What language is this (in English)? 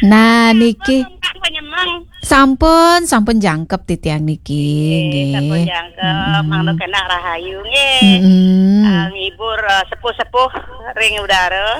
Balinese